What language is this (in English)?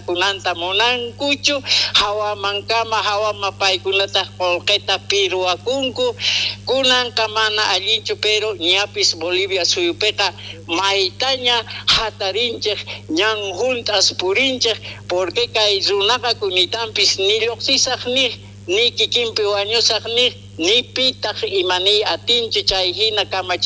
South Bolivian Quechua